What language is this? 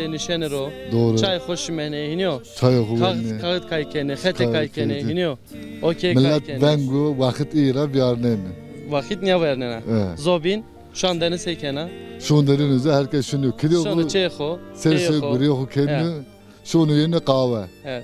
Zaza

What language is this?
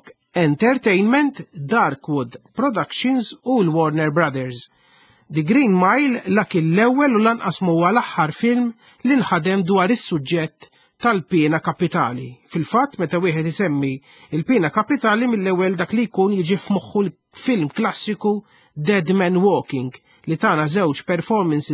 Maltese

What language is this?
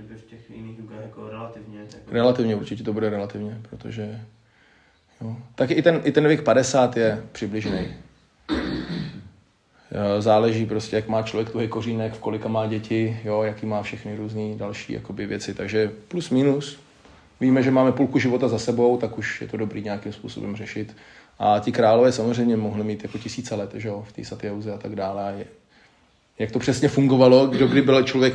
Czech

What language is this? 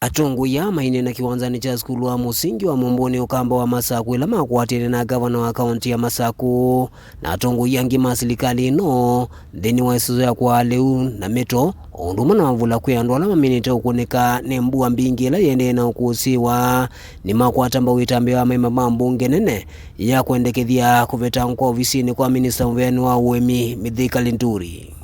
Kamba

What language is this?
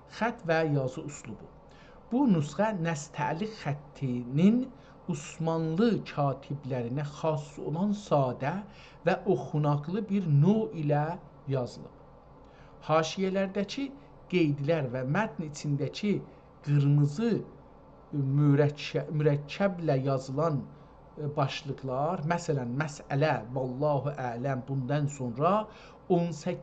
South Azerbaijani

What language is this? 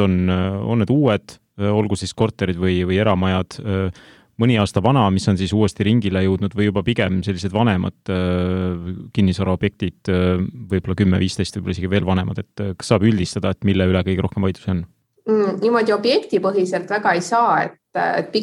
Estonian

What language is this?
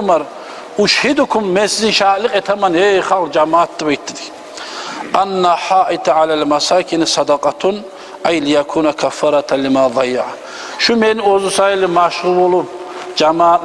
Kumyk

